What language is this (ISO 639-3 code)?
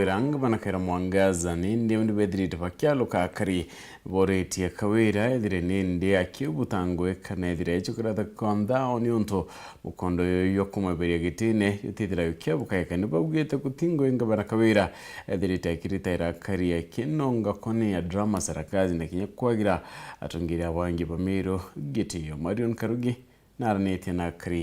mer